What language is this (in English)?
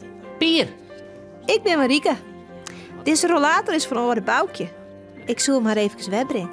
Western Frisian